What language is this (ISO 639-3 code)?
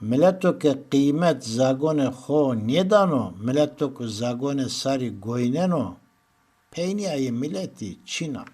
zza